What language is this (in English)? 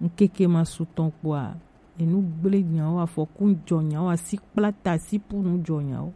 Gen